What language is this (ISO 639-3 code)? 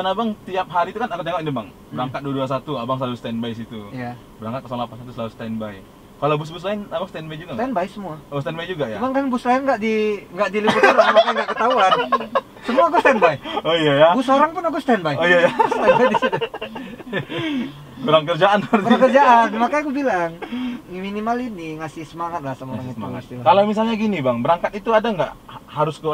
ind